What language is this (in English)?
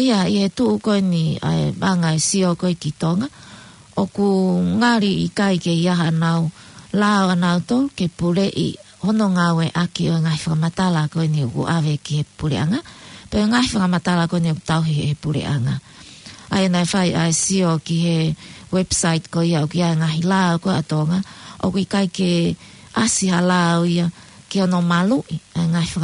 Tongan